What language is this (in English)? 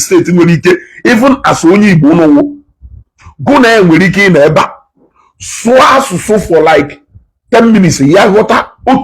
Igbo